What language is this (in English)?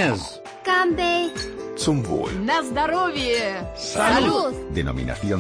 Spanish